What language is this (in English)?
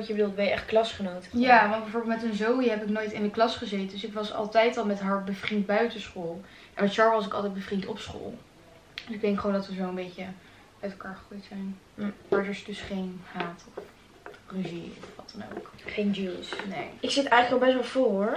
Dutch